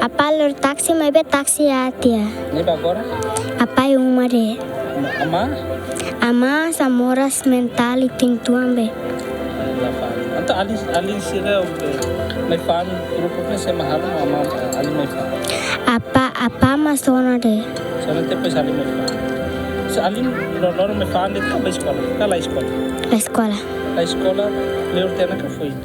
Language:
Tetum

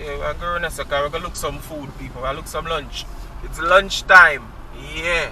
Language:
Jamaican Creole English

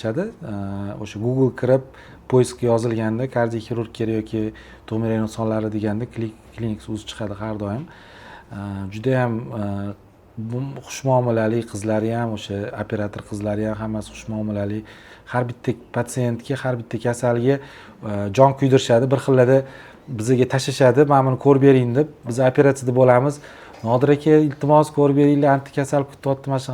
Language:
Uzbek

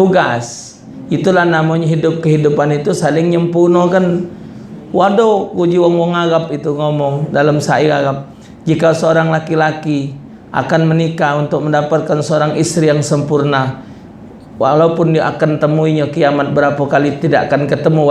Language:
Musi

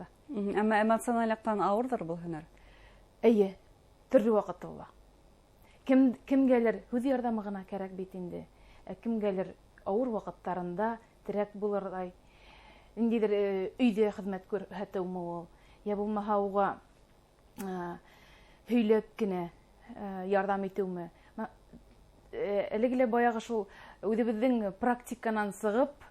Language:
Bashkir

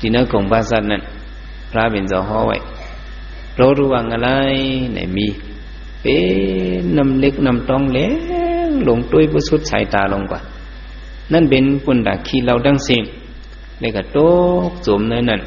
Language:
Shan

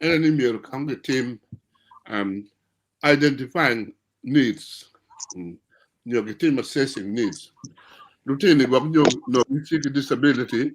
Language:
Acoli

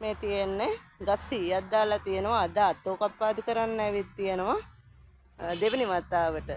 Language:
Sinhala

